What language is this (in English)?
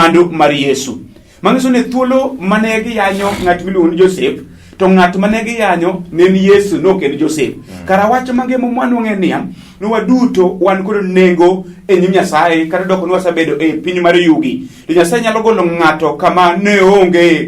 Luo (Kenya and Tanzania)